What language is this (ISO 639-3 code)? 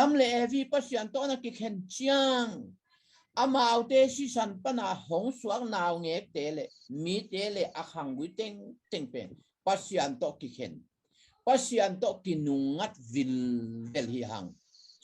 ctd